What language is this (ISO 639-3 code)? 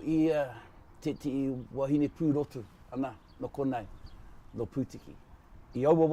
mri